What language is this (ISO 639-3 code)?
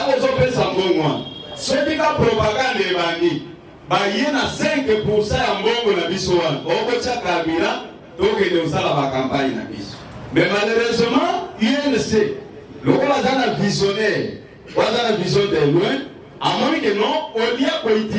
lin